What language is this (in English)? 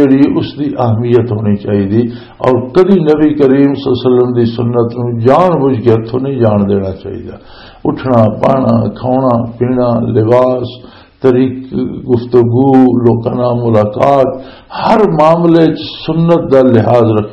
Western Panjabi